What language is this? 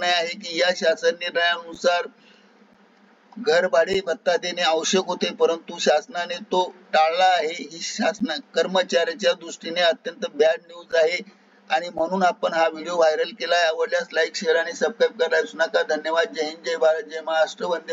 Marathi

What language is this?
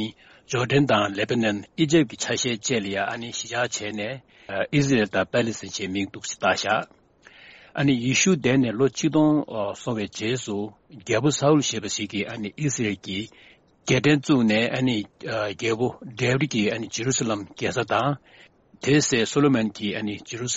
Tibetan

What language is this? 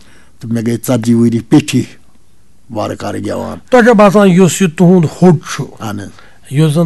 Kashmiri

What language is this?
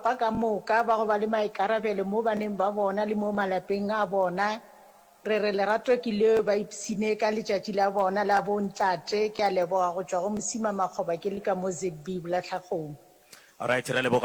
Northern Sotho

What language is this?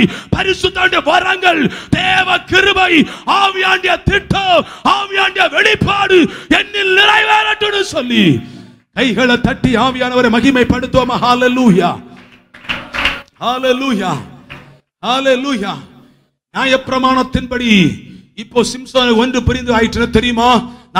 Tamil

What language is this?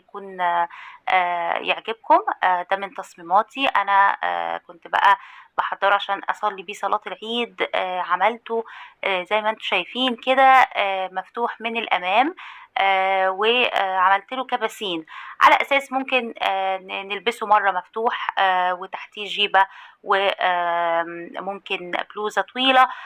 Egyptian Arabic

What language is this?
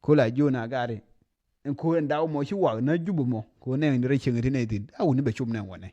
Nuer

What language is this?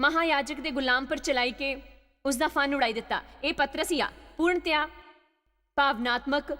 Dogri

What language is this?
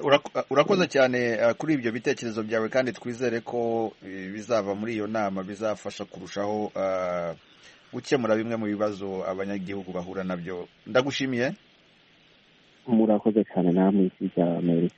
Kinyarwanda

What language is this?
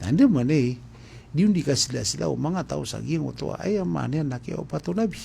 Maranao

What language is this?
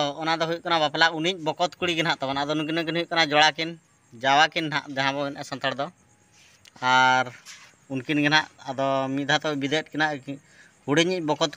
Santali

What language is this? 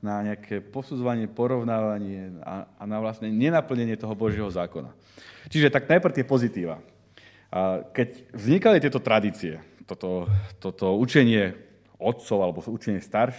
Slovak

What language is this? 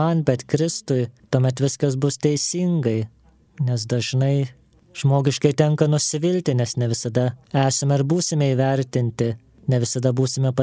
Lithuanian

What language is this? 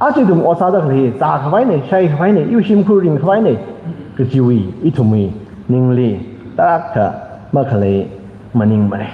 Tangkhul Naga (India)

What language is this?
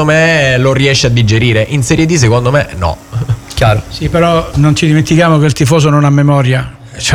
Italian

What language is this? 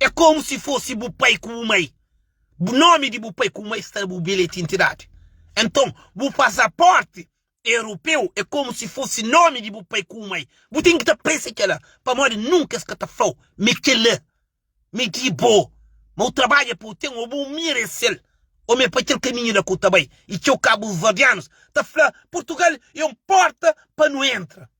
Kabuverdianu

